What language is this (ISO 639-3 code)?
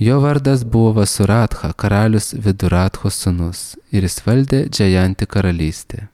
lit